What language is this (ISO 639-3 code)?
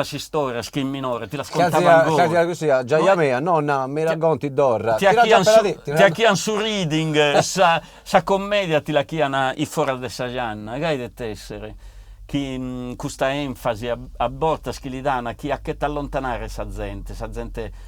srd